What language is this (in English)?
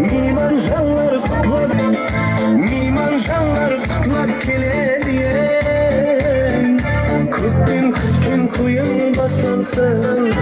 Kara-Kalpak